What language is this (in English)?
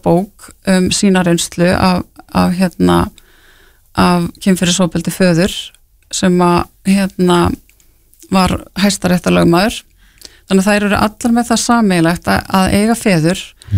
Icelandic